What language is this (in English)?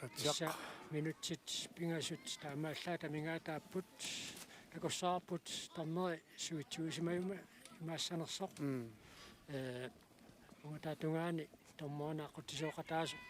Kalaallisut